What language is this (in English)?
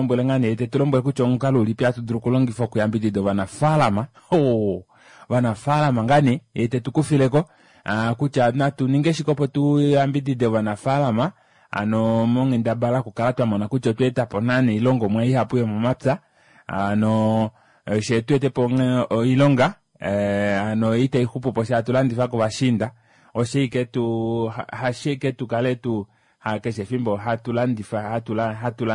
Kuanyama